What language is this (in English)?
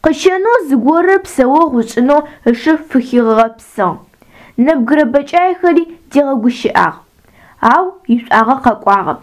Adyghe